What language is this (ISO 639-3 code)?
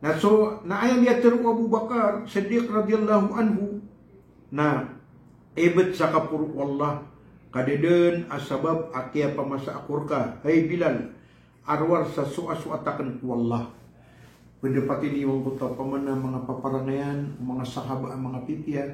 mrw